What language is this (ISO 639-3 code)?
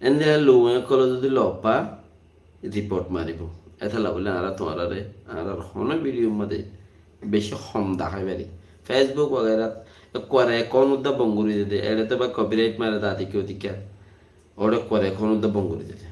rhg